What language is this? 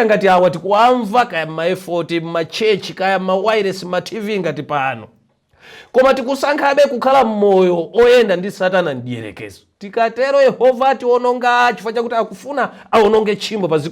Nyanja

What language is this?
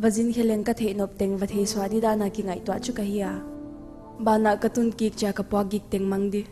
Paite Chin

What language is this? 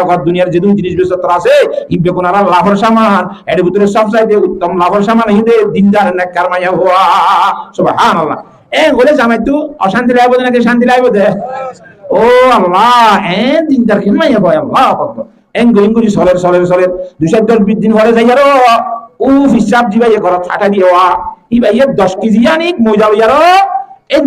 Rohingya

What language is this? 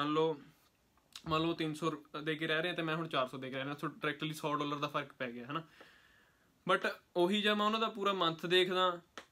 Punjabi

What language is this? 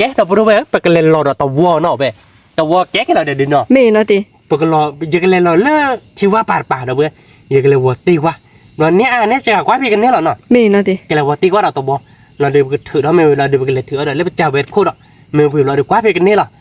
S'gaw Karen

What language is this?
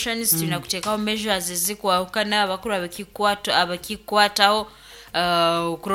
Nyoro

